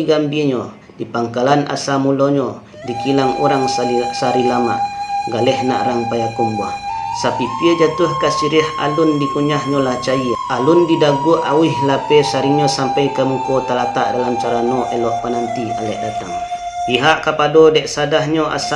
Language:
Minangkabau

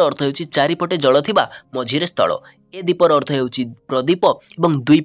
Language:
Odia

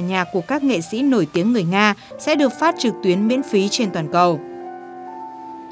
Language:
Vietnamese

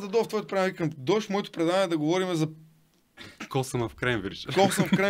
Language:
Bulgarian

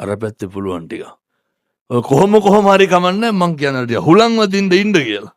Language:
Sinhala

